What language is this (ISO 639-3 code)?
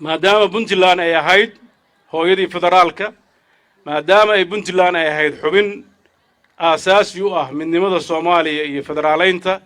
som